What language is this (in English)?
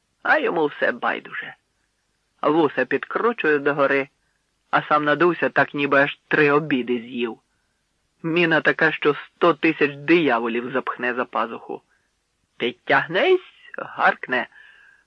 Ukrainian